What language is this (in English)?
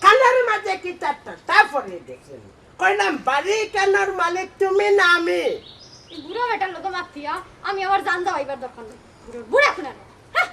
Sylheti